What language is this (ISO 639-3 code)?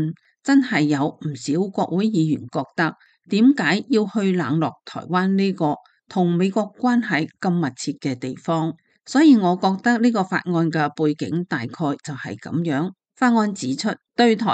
yue